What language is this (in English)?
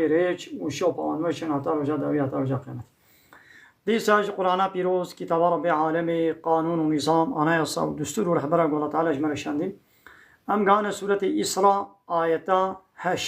Kurdish